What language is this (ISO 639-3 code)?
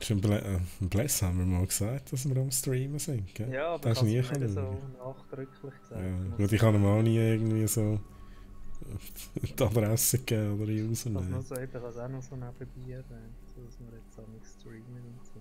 gsw